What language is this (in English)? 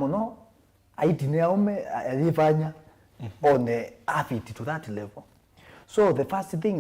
Kamba